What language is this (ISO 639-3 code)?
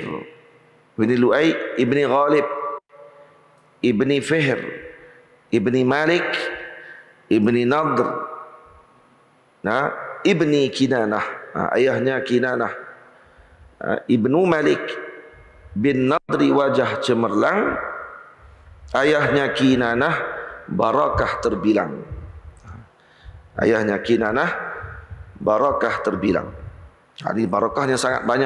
msa